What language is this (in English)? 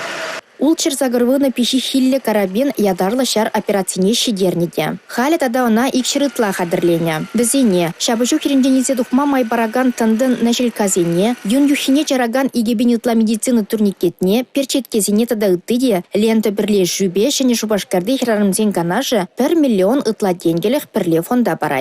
Chuvash